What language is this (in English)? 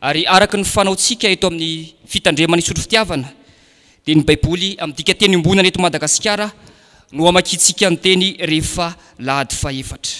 Malagasy